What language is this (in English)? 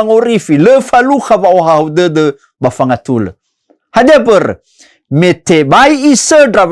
Nias